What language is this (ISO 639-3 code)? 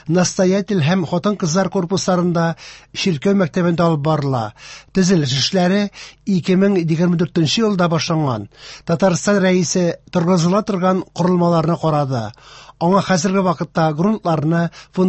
tat